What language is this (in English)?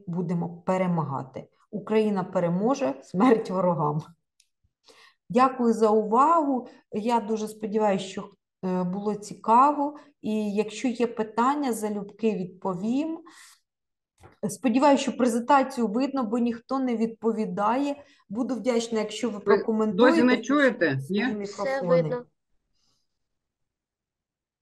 Ukrainian